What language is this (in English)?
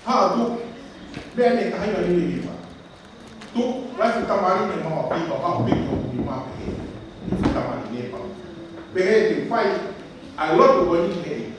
Tongan